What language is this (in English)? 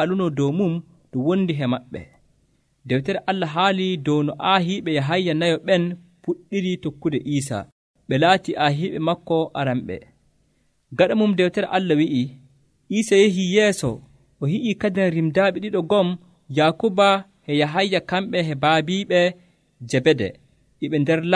Nigerian Fulfulde